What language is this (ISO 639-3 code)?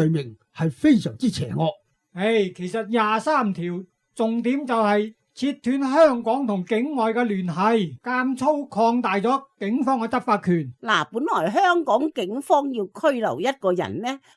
yue